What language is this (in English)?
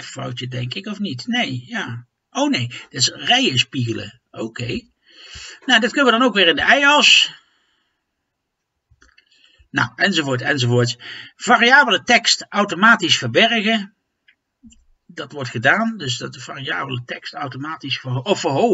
Dutch